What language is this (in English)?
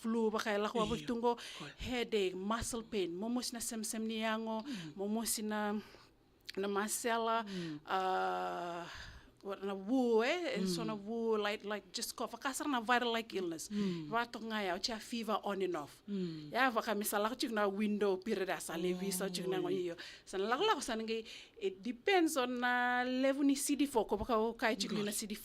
Fijian